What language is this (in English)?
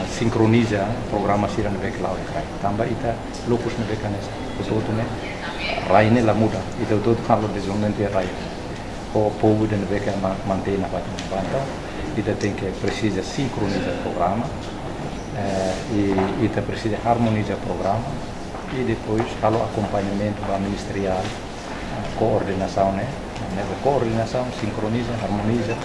Tetum